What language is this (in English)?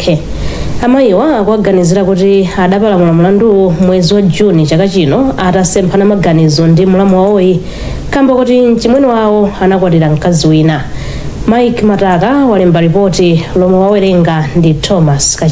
Nyanja